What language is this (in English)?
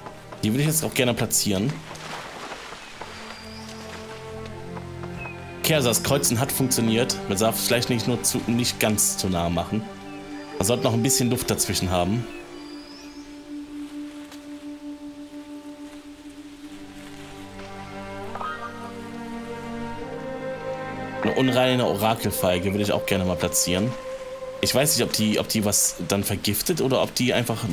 German